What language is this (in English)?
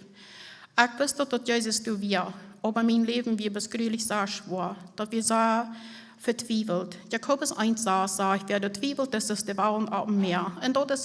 Plautdietsch